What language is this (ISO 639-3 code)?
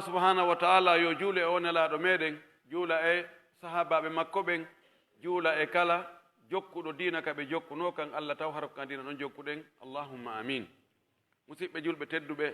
fuf